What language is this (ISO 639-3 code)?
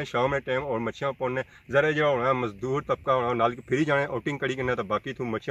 phr